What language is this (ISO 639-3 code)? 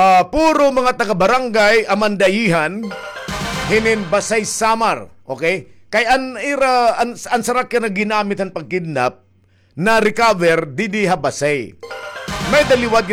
war